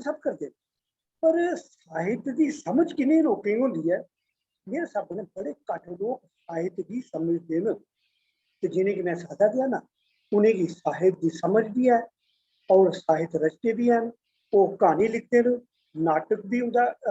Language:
Dogri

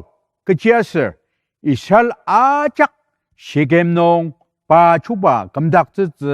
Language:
Ao Naga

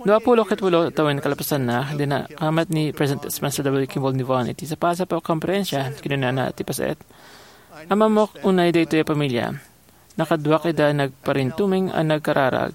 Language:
Iloko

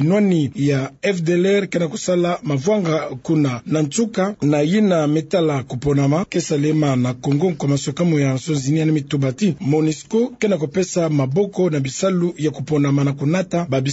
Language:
Kituba (Democratic Republic of Congo)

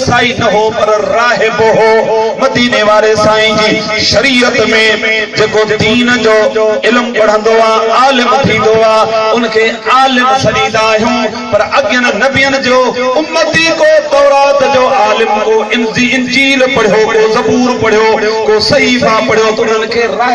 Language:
Sindhi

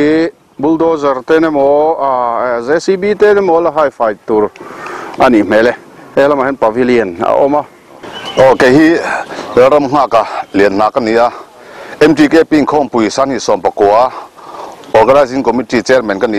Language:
Mizo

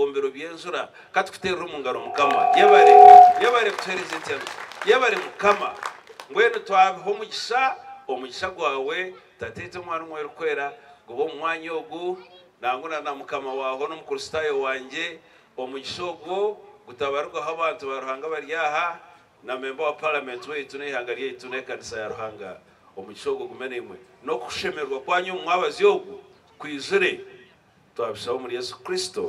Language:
Nyankole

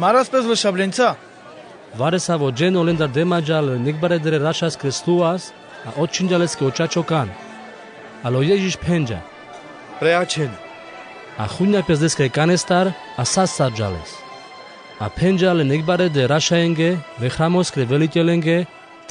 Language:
Carpathian Romani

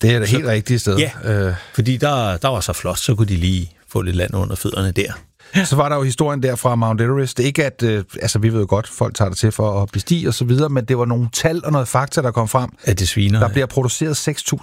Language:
Danish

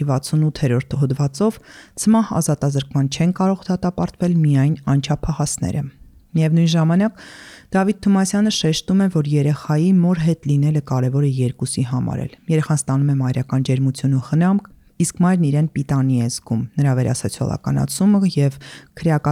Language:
Armenian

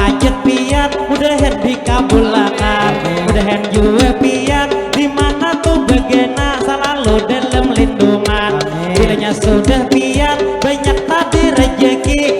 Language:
Banjar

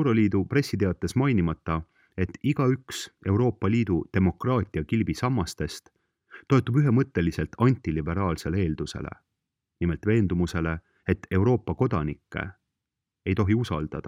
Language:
Estonian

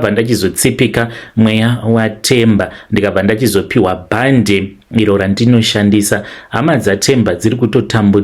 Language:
Shona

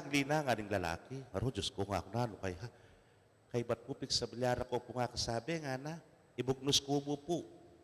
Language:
Pampanga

